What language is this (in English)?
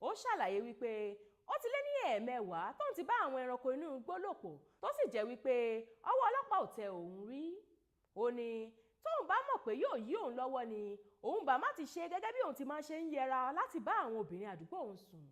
Yoruba